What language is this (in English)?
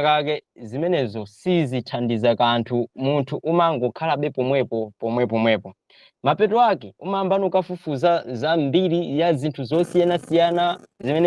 Nyanja